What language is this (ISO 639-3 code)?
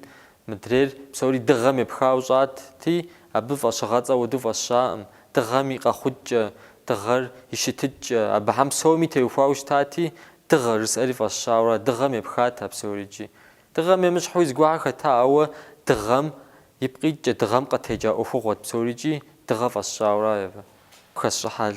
kbd